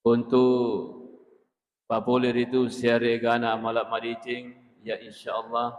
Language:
Buginese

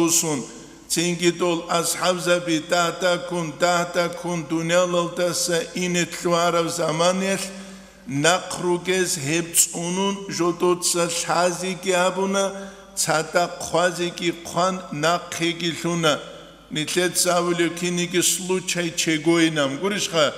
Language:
Avaric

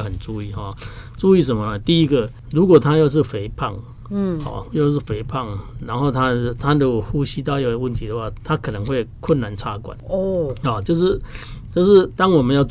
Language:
Chinese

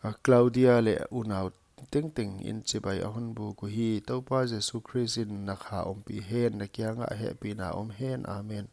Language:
Paite Chin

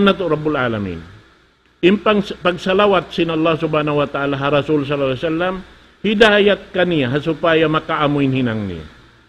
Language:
Tausug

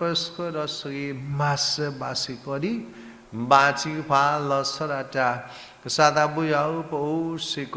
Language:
S'gaw Karen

